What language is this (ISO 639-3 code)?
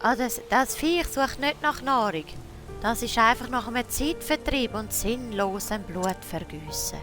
gsw